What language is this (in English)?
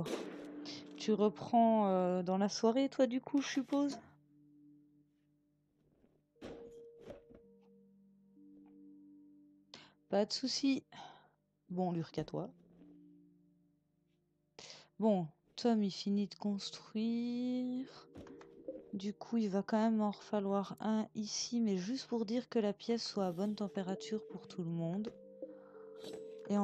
French